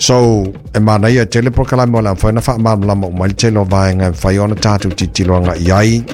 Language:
Samoan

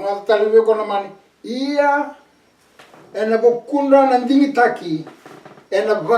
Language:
Fijian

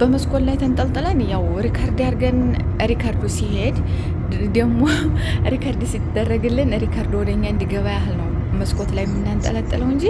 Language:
Amharic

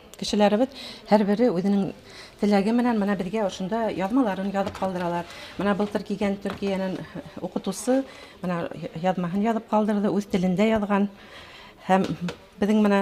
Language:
Bashkir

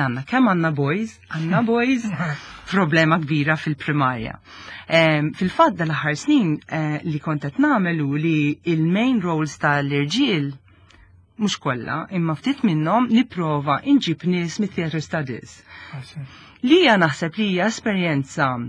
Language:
Maltese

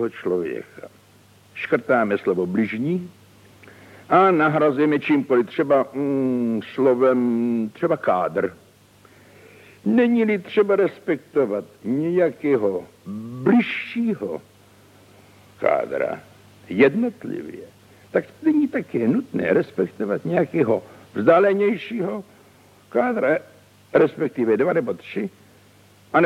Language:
Czech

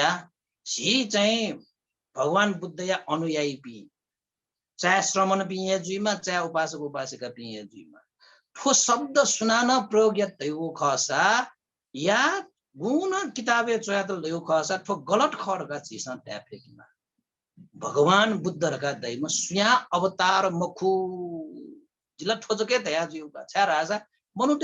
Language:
Newari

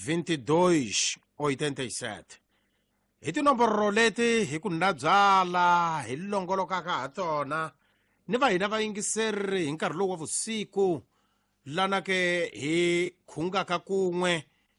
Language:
Tsonga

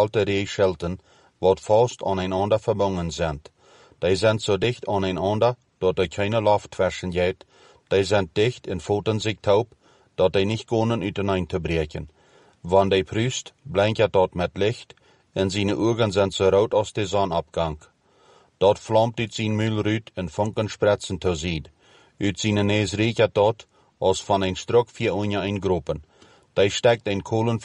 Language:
Plautdietsch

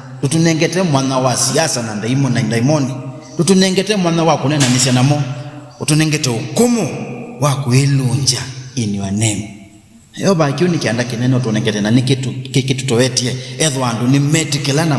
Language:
Kamba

